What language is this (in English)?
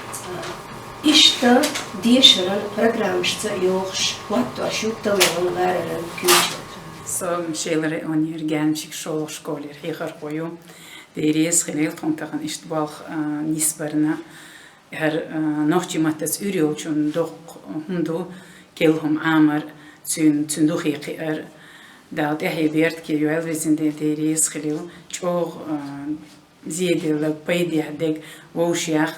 Chechen